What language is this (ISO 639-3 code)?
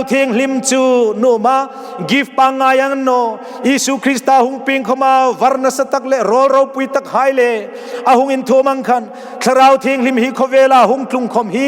hmr